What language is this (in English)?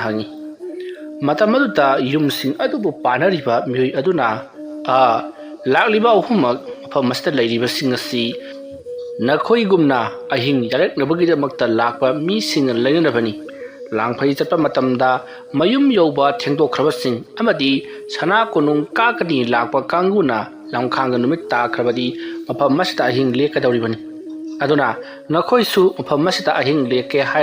Manipuri